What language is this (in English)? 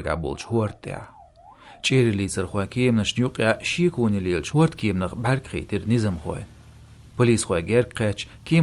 Chechen